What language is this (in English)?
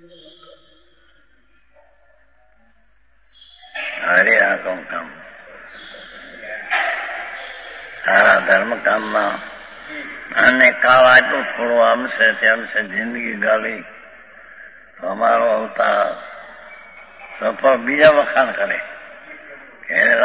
Gujarati